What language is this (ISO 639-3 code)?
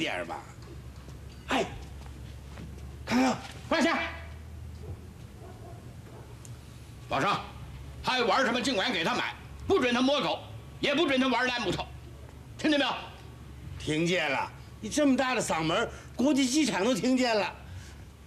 zho